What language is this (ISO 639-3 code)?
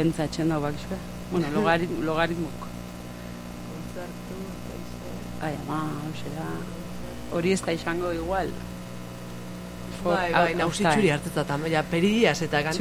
eus